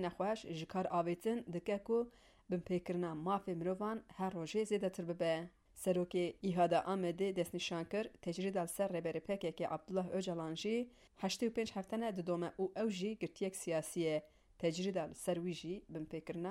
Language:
Kurdish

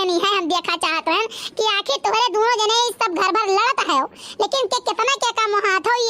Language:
Awadhi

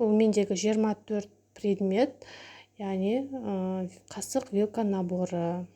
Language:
Kazakh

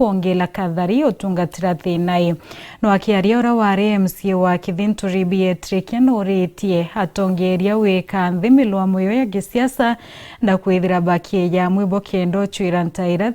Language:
Meru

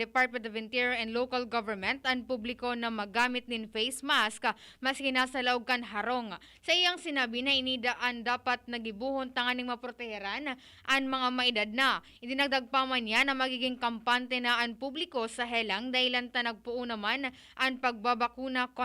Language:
Bikol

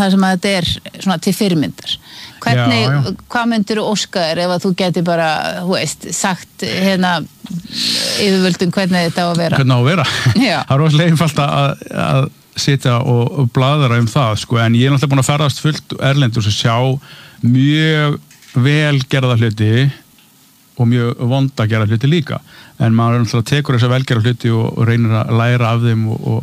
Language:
Icelandic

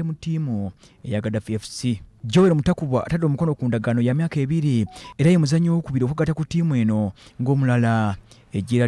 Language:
Ganda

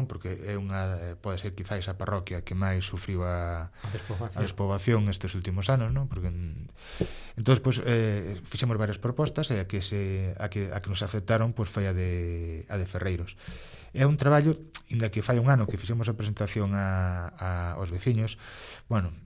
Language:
Galician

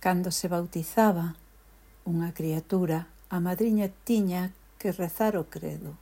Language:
Galician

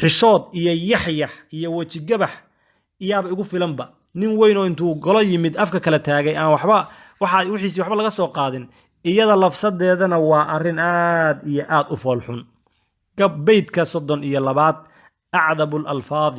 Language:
Somali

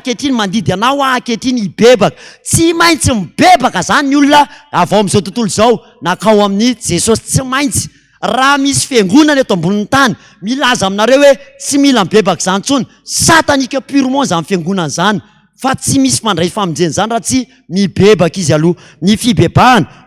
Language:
Malagasy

